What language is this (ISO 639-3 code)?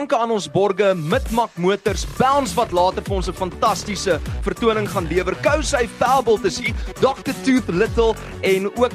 afr